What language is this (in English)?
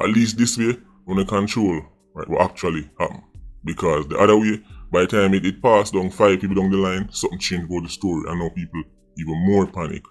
Jamaican Creole English